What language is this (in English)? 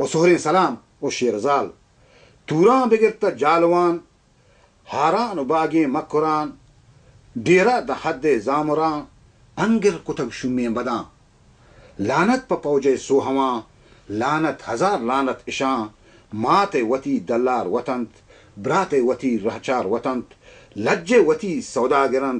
Baluchi